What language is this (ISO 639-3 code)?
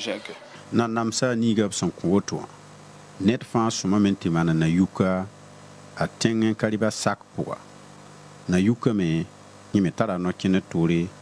mos